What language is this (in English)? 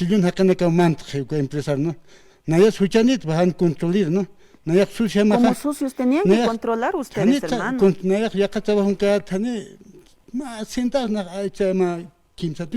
Aymara